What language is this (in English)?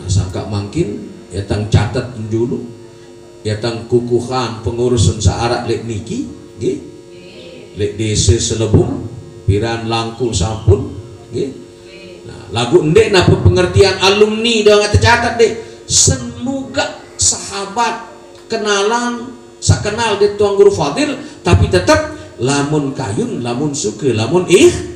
Sasak